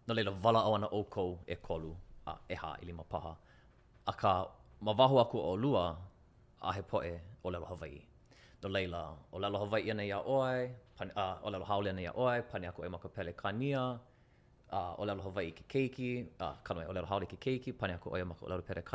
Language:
Hawaiian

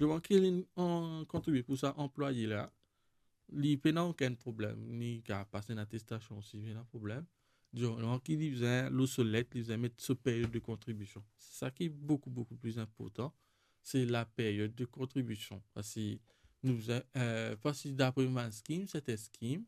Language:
Morisyen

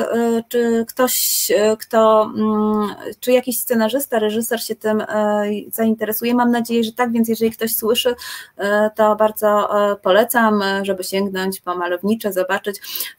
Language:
Polish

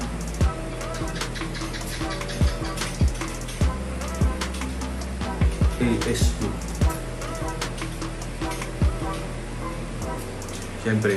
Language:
Filipino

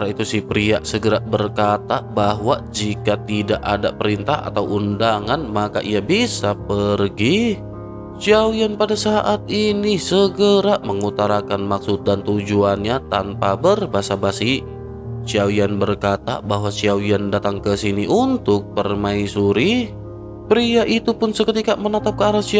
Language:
Indonesian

